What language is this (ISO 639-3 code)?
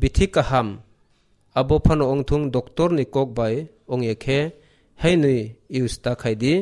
trp